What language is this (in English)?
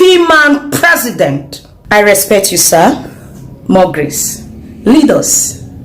Nigerian Pidgin